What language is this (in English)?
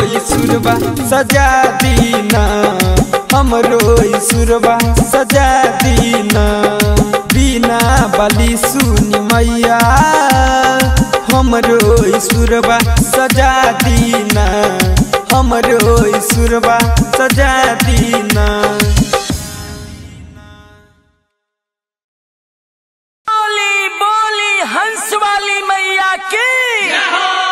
Bhojpuri